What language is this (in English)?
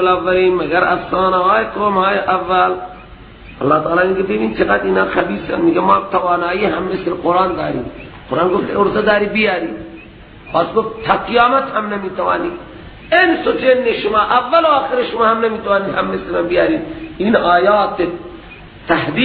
Persian